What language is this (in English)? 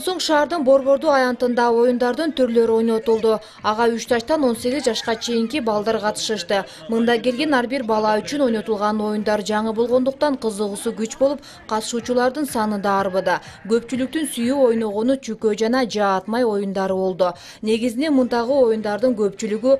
Kyrgyz